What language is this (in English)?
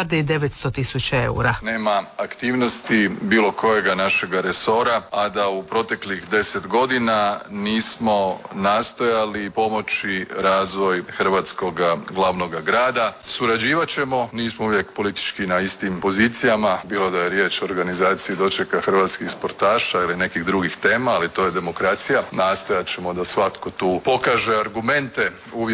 Croatian